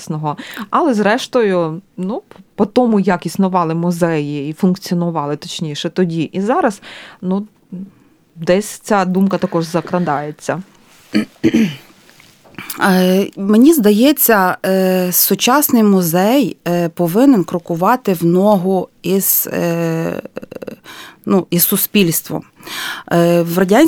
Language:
Ukrainian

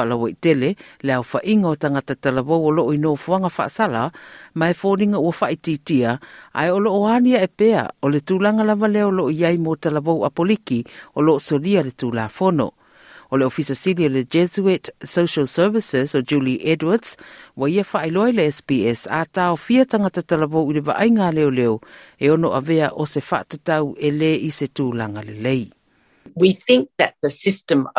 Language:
Samoan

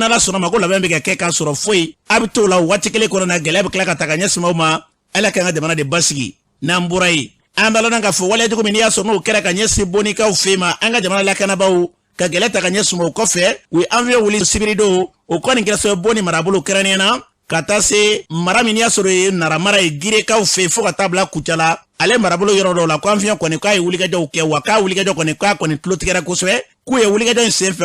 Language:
Bambara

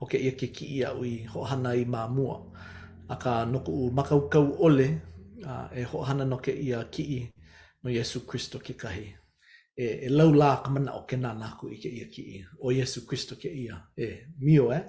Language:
Hawaiian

